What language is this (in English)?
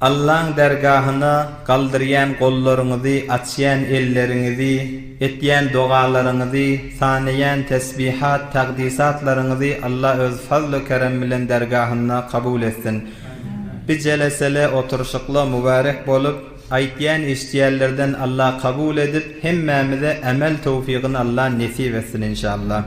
Turkmen